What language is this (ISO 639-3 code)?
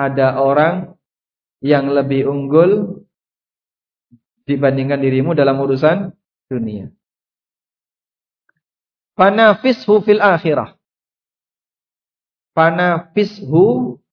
ind